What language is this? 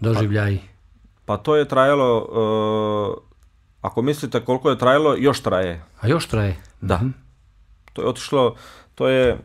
Bosnian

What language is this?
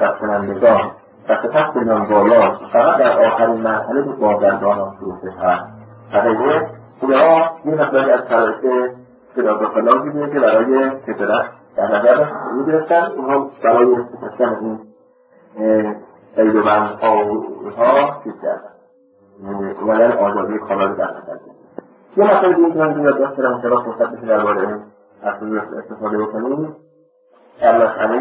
Persian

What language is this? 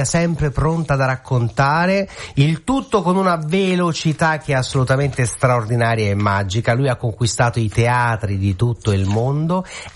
Italian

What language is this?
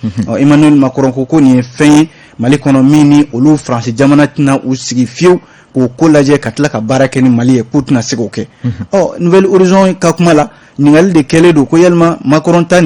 Bambara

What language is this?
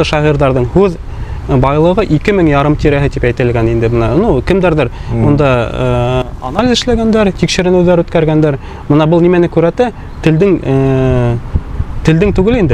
Bashkir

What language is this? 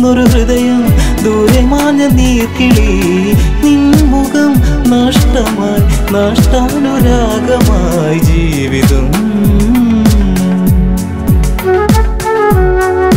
Malayalam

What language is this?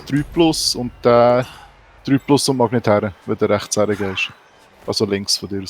Swiss German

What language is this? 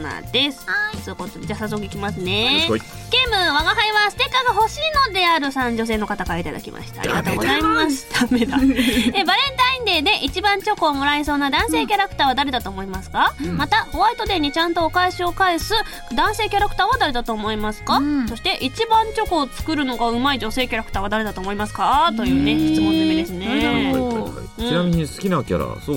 Japanese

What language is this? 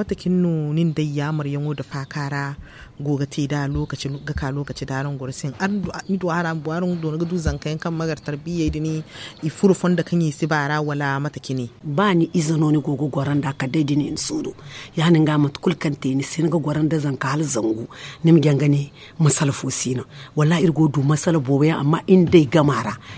Zarma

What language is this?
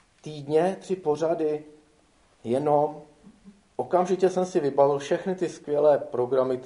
Czech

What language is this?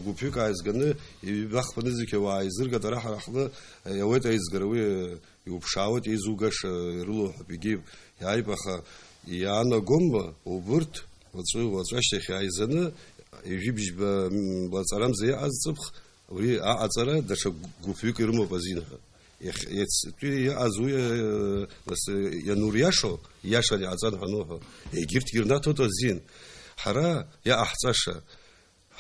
Abkhazian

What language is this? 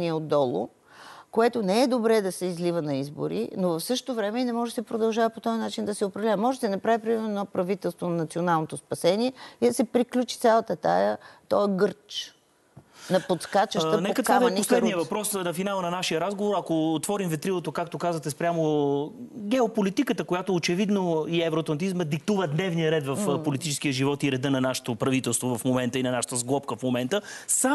Bulgarian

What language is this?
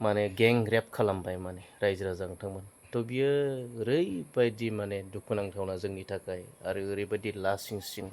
Bodo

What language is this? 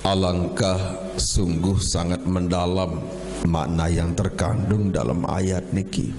Sasak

